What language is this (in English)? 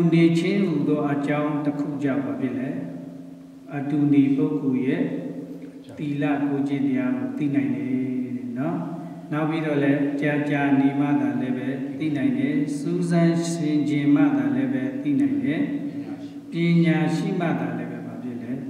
Burmese